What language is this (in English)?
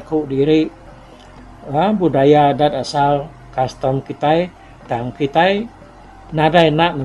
Iban